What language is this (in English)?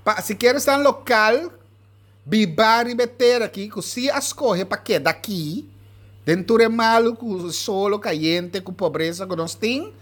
Papiamento